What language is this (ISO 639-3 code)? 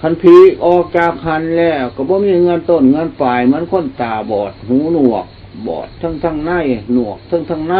lao